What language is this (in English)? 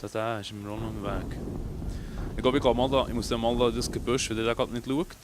Swiss German